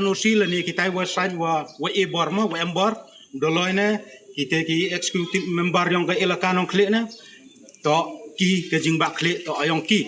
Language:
Pnar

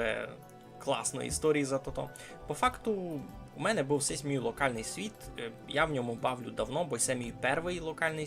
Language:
Rusyn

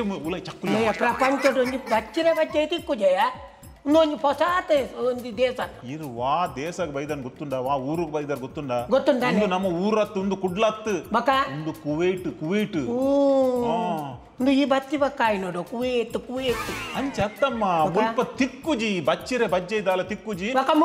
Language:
Tulu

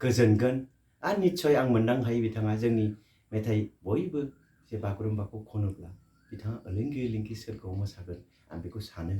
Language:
Bodo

